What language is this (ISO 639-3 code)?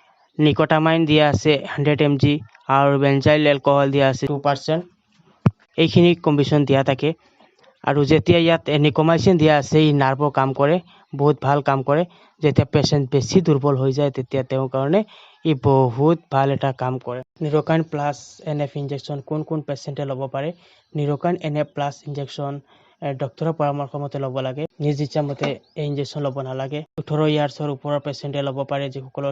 asm